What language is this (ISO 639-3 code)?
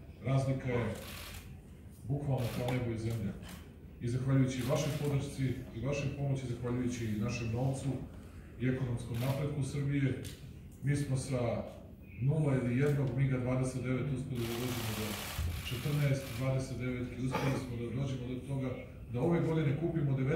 srp